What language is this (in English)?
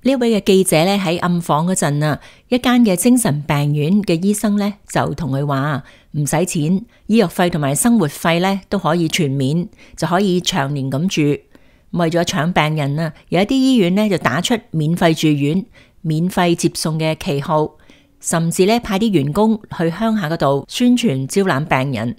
Cantonese